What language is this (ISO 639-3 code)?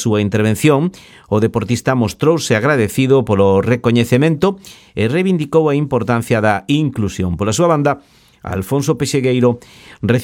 glg